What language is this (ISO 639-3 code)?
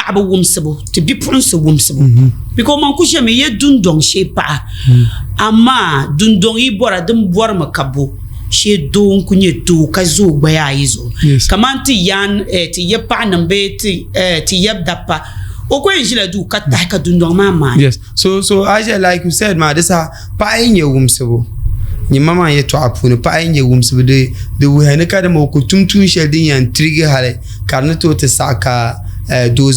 dag